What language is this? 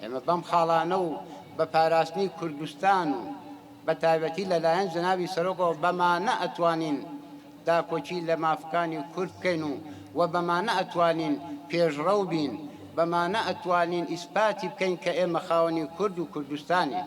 Central Kurdish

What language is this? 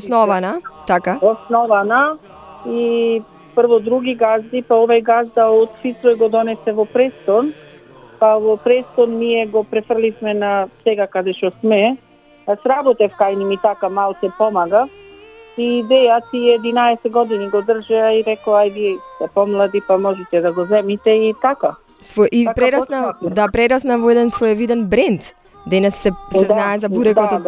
Macedonian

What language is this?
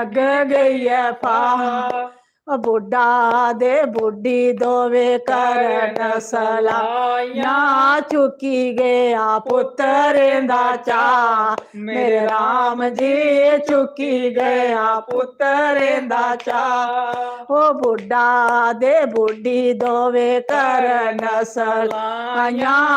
Dogri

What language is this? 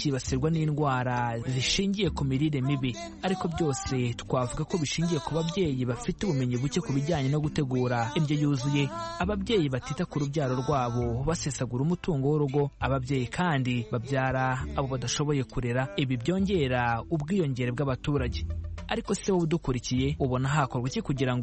Kinyarwanda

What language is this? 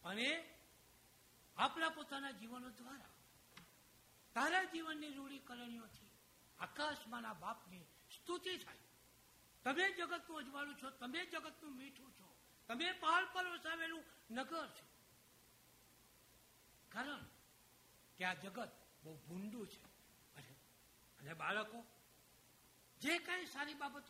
Gujarati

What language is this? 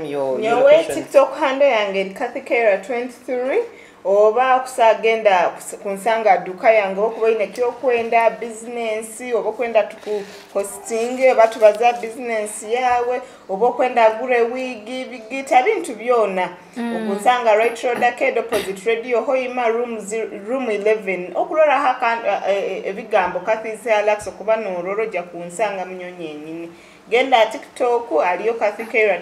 Nyoro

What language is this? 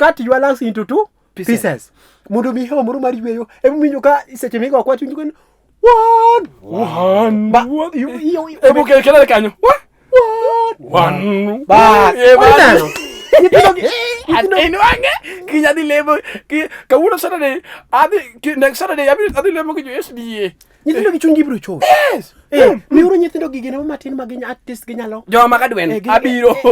Luo (Kenya and Tanzania)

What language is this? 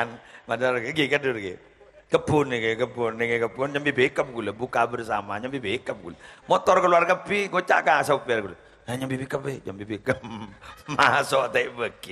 Madurese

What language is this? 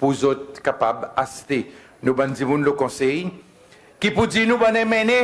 Seselwa Creole French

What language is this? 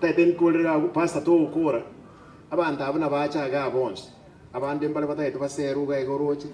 Gusii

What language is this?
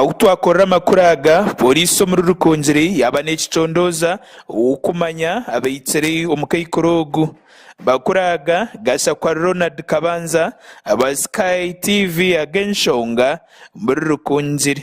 Nyankole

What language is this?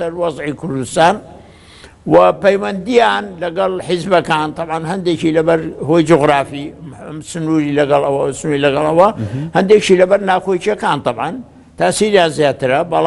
Central Kurdish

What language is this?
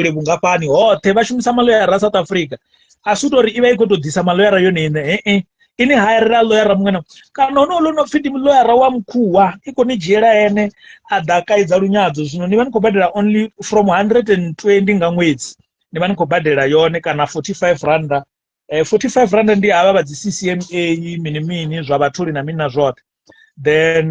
Venda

